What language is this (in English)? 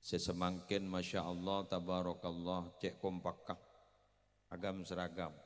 Madurese